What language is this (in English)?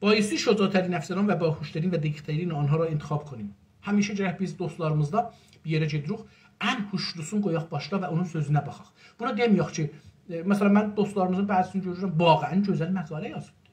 South Azerbaijani